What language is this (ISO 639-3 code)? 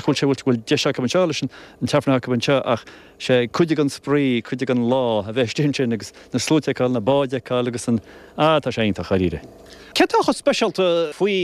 gle